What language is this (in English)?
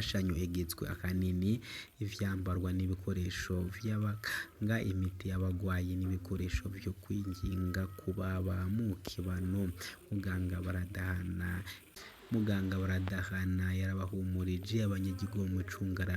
Rundi